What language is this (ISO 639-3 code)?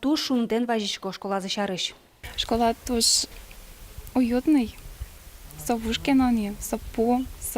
udm